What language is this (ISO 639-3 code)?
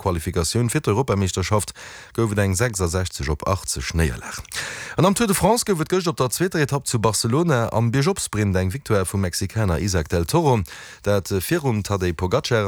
ltz